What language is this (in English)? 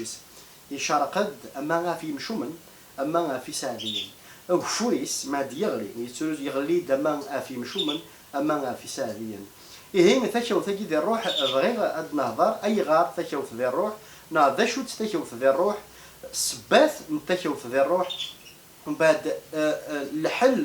Kabyle